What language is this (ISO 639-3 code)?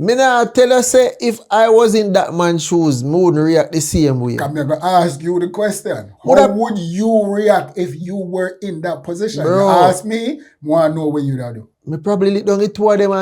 jam